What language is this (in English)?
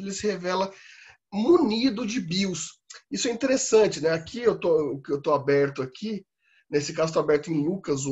Portuguese